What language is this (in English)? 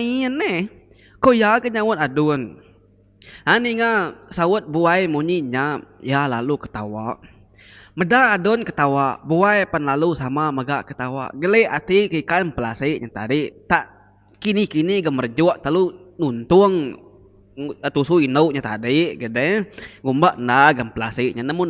Iban